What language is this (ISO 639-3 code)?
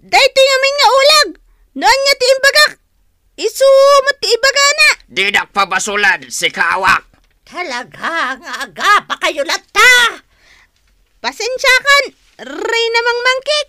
ilo